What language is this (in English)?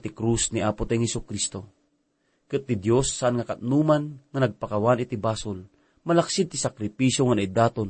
Iloko